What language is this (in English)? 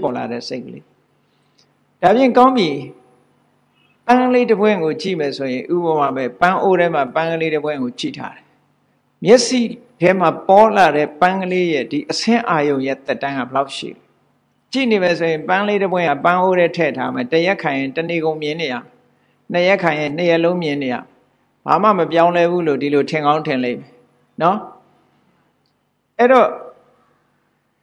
Burmese